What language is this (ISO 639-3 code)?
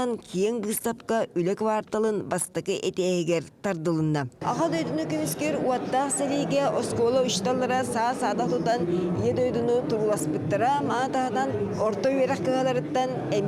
sah